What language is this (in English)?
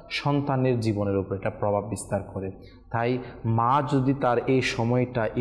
Bangla